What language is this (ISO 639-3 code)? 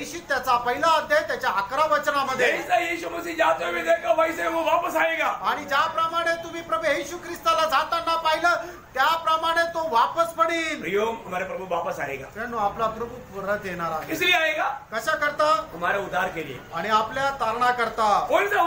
mar